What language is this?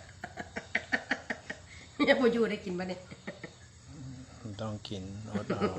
Lao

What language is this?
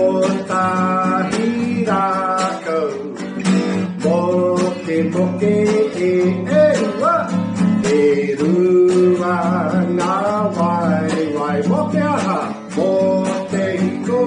Māori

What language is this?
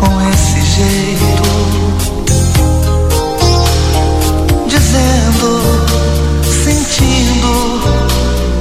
Portuguese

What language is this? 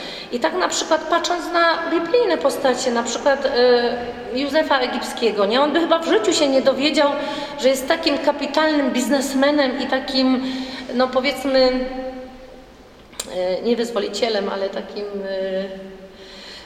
Polish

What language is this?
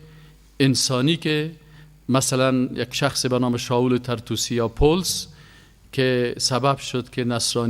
Persian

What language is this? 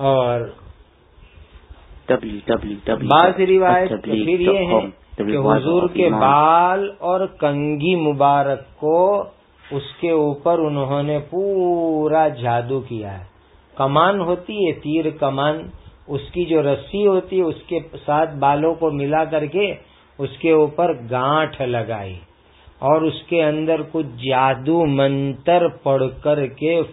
Urdu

